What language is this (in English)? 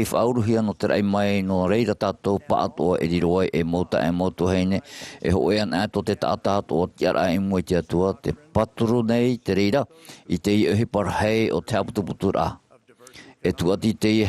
Tahitian